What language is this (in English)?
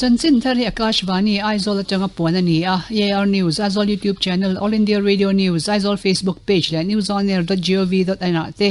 Mizo